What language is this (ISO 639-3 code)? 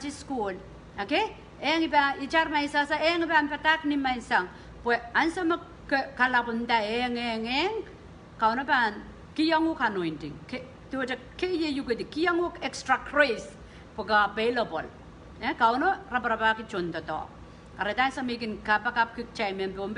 pon